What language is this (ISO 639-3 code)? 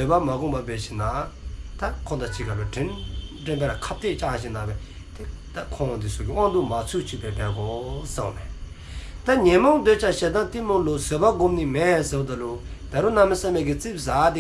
dzo